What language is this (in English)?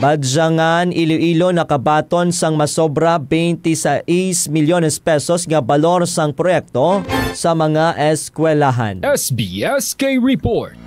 Hiligaynon